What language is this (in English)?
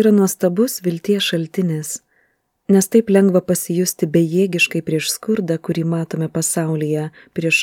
Lithuanian